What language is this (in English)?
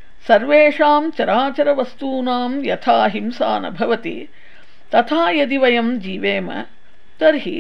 Sanskrit